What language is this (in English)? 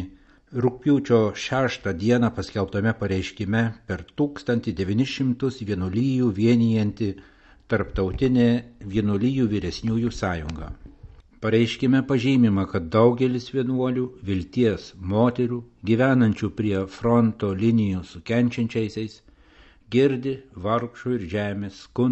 Lithuanian